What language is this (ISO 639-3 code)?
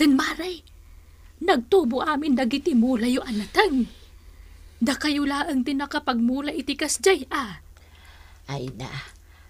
ilo